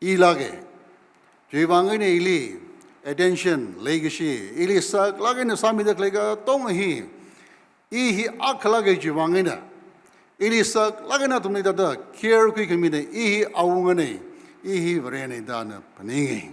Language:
Tangkhul Naga (India)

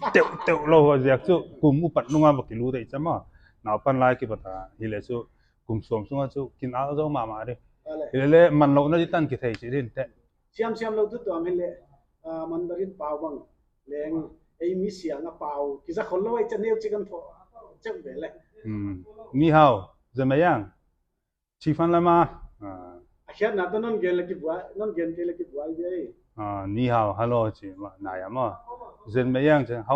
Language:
Paite Chin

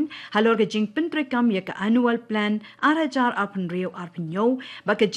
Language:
Khasi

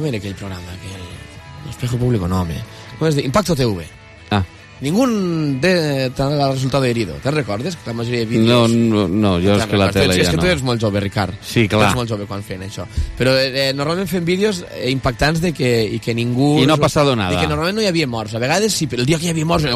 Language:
Catalan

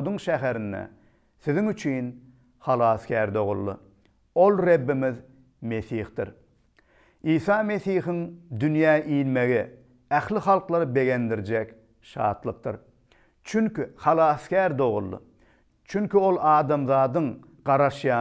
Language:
Turkmen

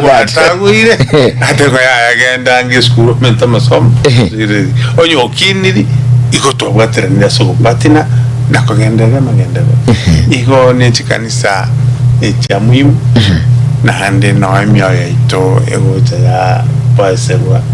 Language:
Gusii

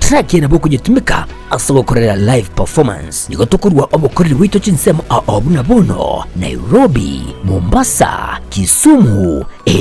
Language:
Gusii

